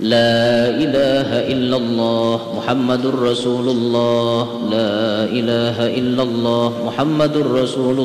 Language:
Banjar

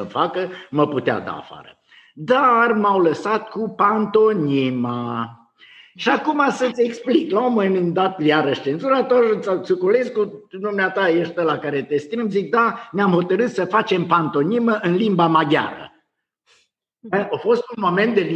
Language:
Romanian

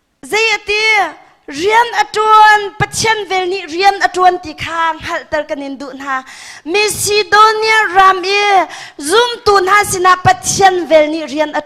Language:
Hakha Chin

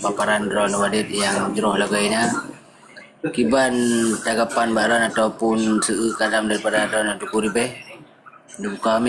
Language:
Achinese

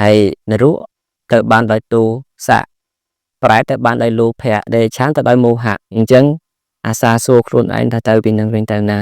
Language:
Khmer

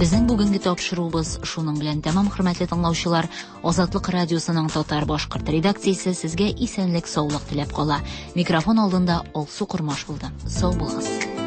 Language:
Tatar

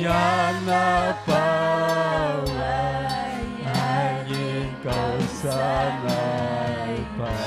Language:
Ayacucho Quechua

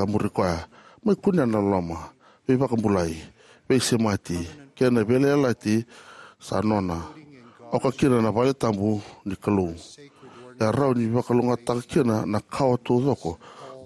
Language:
Fijian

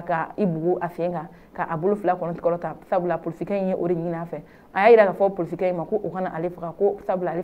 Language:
Bambara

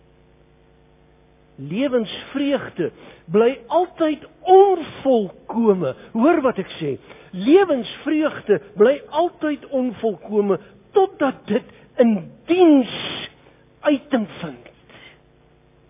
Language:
Afrikaans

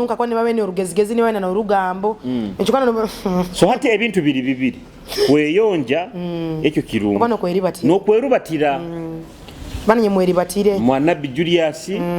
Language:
Nyoro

